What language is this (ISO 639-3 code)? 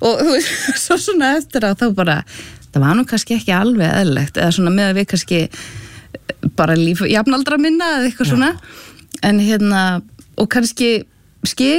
isl